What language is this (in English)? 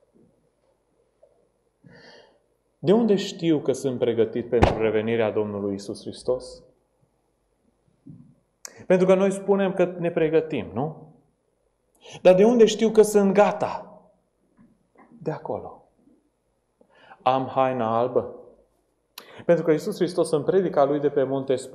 Romanian